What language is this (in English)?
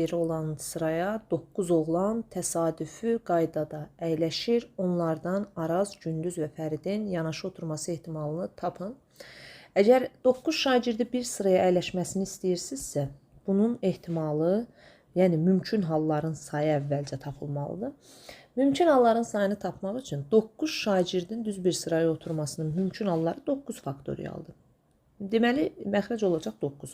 Azerbaijani